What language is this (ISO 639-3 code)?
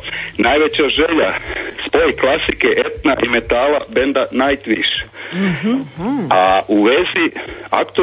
hrv